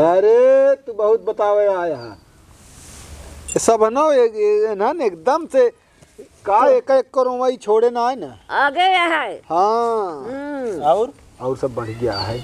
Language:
Awadhi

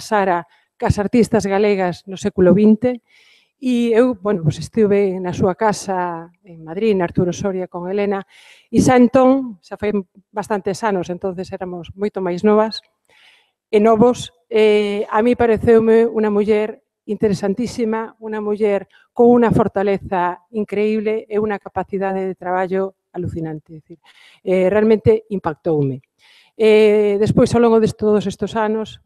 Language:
Galician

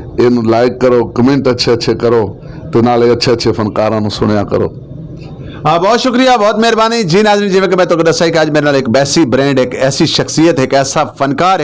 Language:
Saraiki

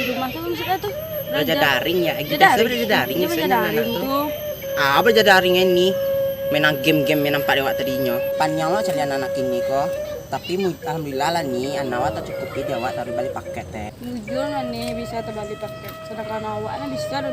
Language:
Minangkabau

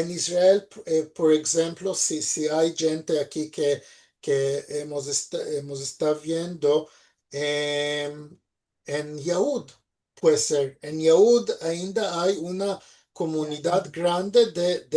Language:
Ladino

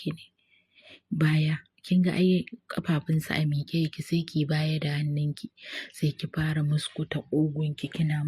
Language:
Hausa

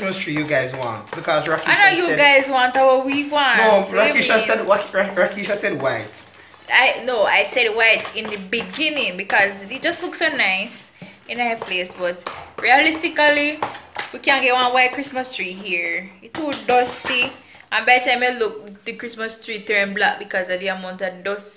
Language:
Jamaican Creole English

